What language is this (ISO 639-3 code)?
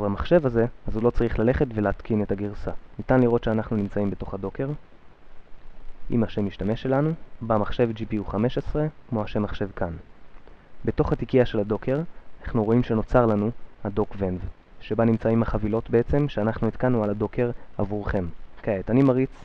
heb